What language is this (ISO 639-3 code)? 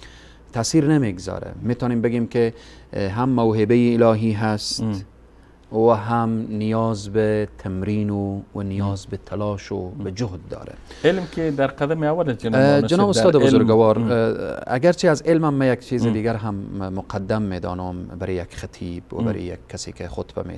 fas